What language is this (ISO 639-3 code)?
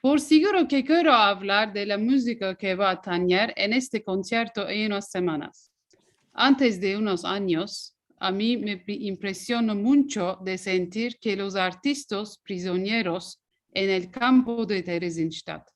lad